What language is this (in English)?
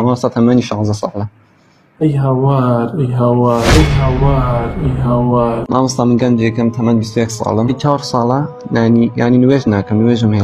Central Kurdish